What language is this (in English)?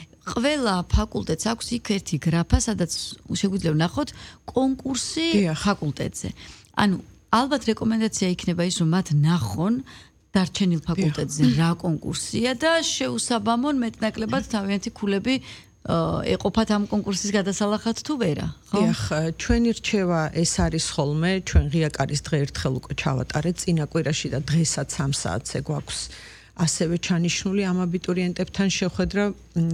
Georgian